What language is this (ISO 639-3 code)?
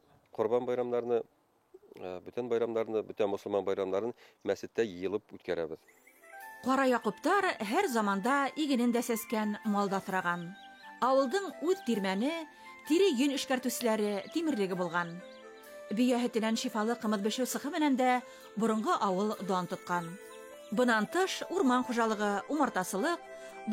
bak